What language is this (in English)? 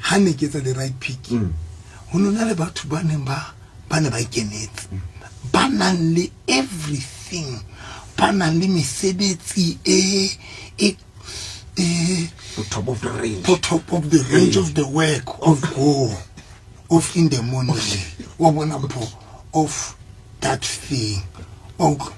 Southern Sotho